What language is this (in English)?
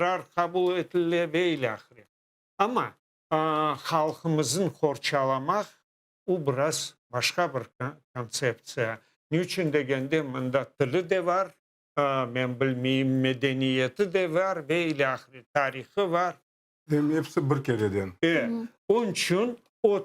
Crimean Tatar